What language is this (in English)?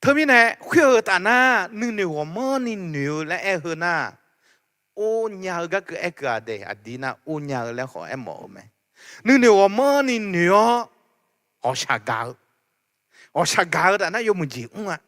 Akha